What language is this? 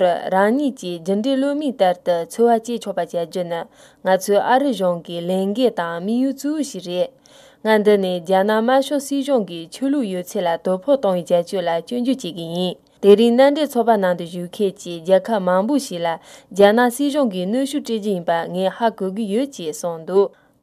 Tibetan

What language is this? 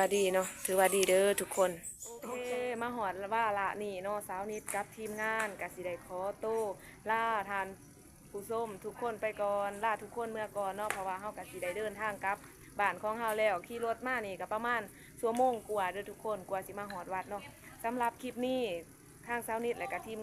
Lao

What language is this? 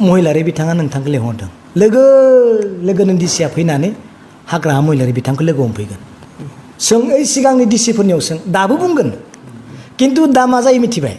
Bodo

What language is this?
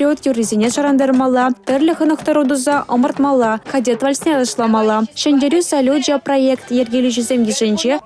Chuvash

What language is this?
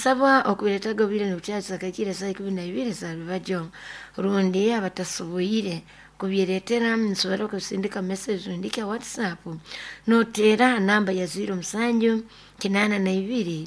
Nyoro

